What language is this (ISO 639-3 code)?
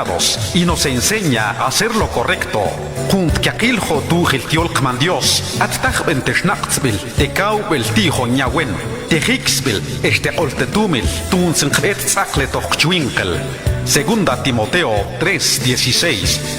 mam